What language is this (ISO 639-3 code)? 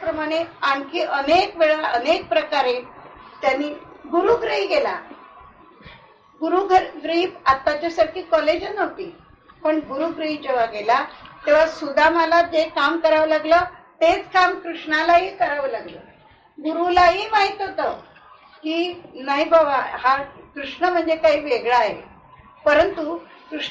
mar